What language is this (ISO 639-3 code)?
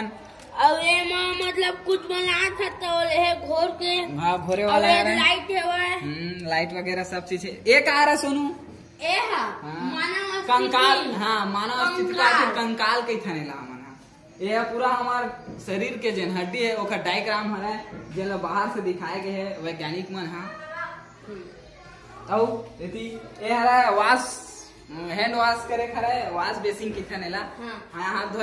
hne